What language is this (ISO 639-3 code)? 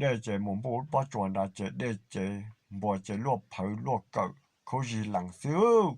hmn